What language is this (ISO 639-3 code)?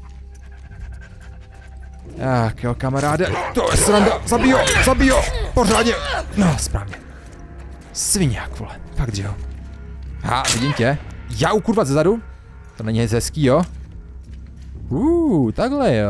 ces